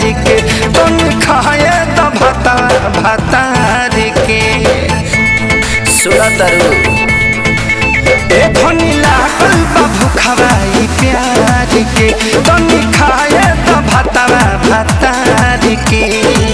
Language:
Bhojpuri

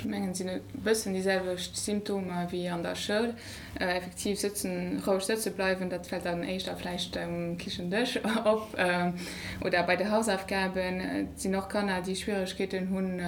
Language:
Luxembourgish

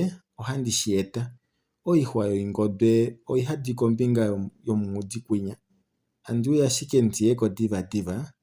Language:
Kuanyama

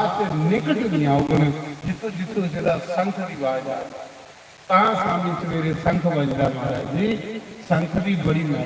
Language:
Dogri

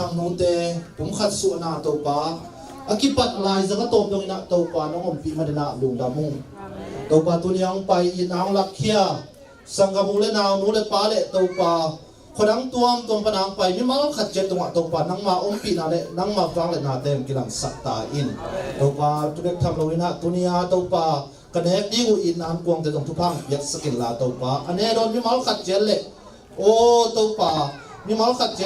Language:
Tedim Chin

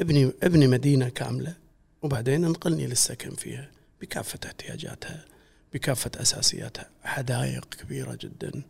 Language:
Gulf Arabic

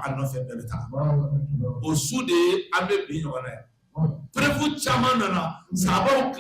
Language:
Bambara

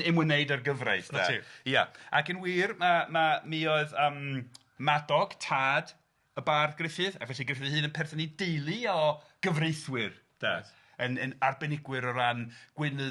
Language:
Welsh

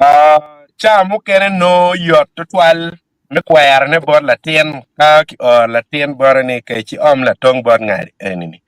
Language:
Acoli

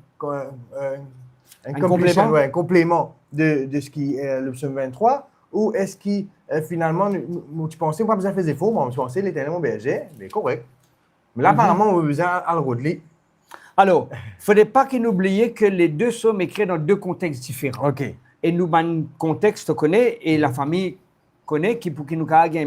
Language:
Morisyen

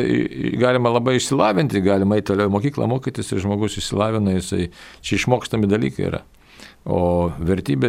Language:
Lithuanian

